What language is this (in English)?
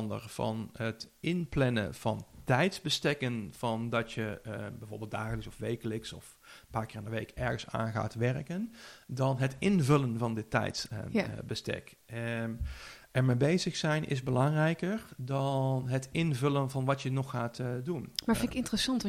Dutch